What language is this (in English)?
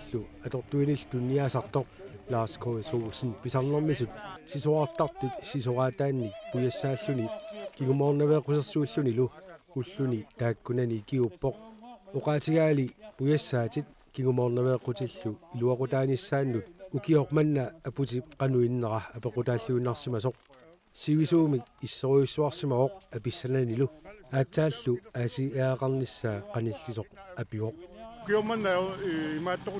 Kalaallisut